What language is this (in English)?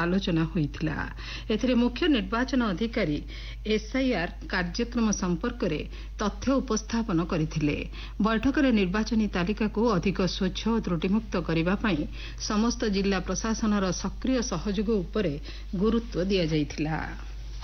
Odia